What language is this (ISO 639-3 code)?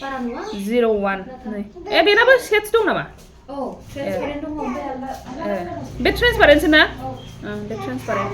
brx